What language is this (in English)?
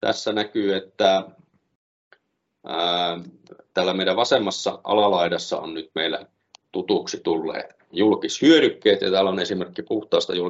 Finnish